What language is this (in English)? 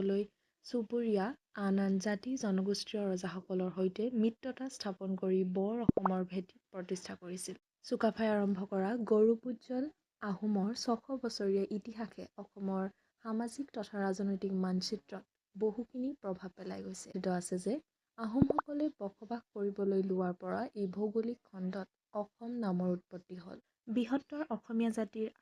Assamese